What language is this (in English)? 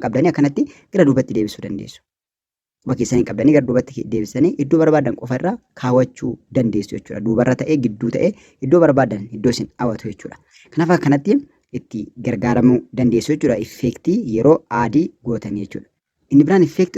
Oromo